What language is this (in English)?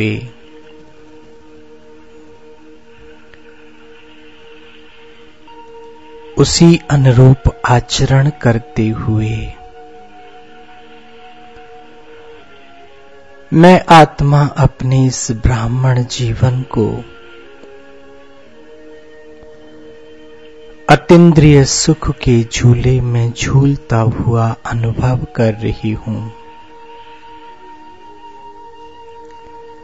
Hindi